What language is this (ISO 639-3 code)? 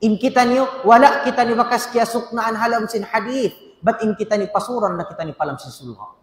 tsg